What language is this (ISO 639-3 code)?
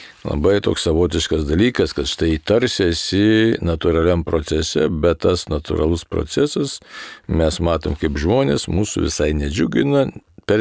lit